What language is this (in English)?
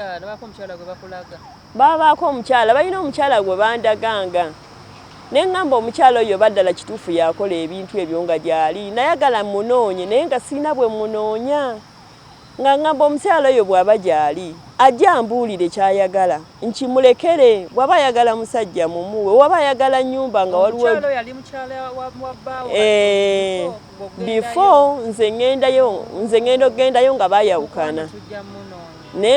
Ganda